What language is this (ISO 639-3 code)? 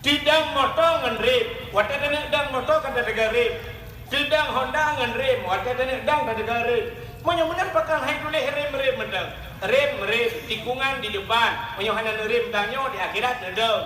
ace